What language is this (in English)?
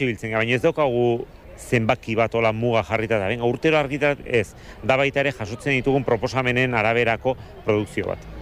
Basque